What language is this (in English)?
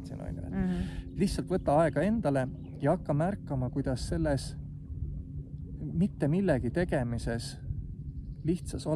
Estonian